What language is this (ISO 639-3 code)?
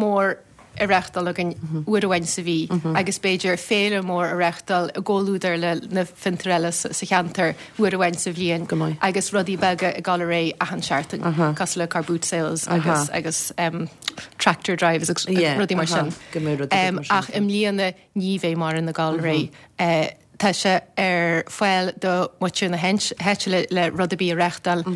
gle